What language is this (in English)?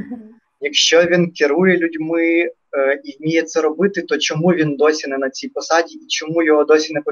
Ukrainian